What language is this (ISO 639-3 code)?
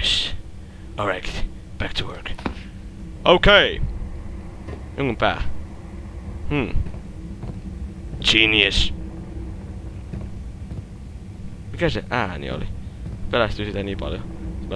fin